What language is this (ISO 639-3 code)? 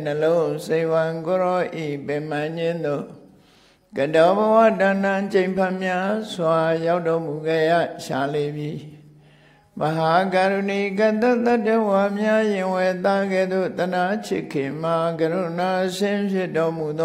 mya